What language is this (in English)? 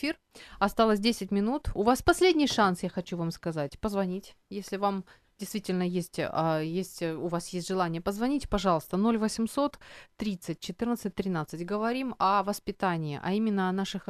Russian